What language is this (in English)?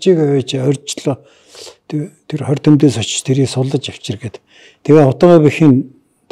Mongolian